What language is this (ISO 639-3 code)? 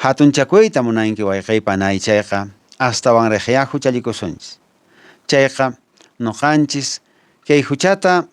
que